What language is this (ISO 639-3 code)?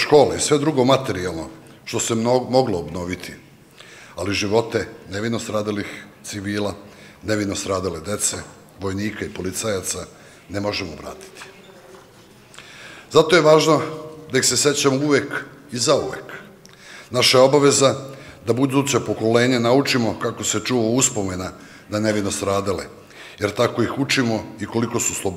srp